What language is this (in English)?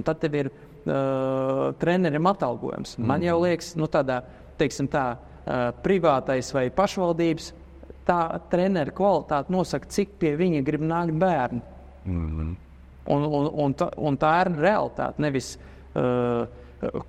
Latvian